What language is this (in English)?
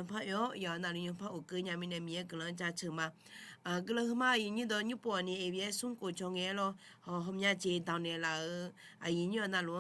Akha